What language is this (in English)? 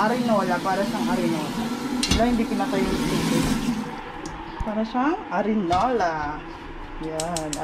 Filipino